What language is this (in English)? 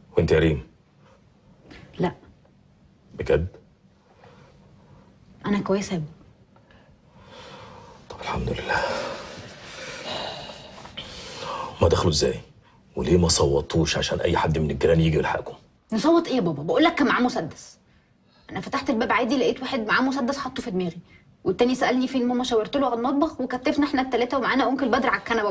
Egyptian Arabic